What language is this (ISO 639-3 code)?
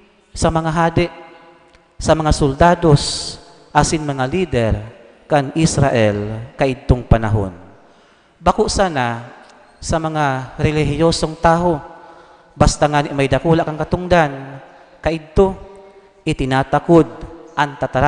bik